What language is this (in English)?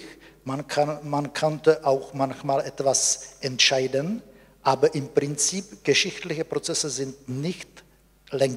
German